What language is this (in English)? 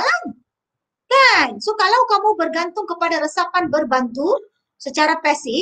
Malay